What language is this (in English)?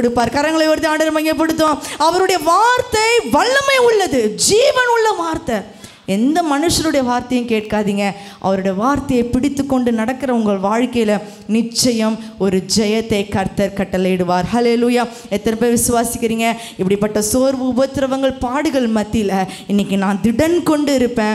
Tamil